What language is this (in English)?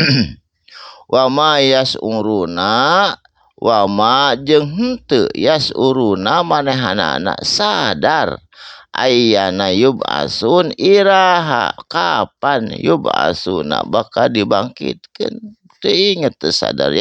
Sundanese